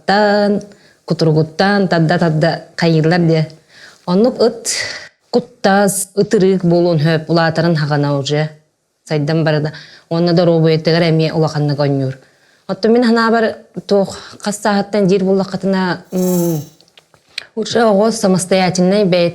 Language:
Yakut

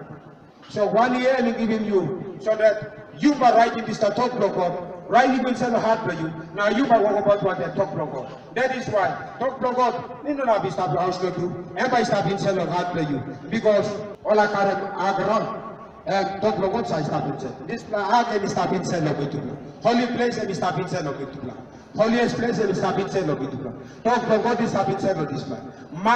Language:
Tok Pisin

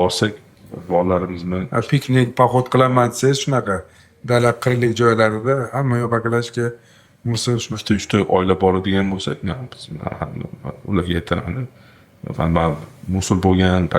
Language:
Uzbek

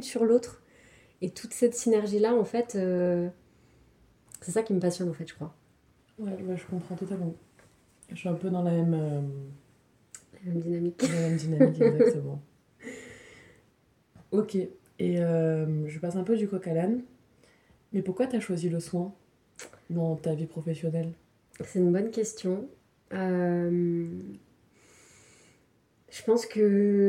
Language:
French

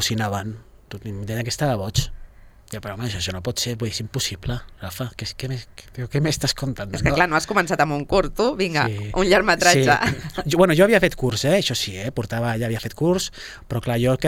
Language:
Catalan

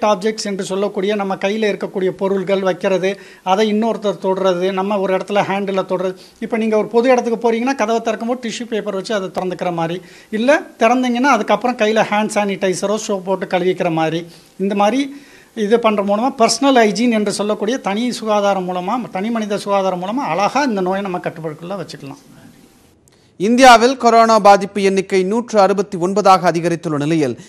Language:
Tamil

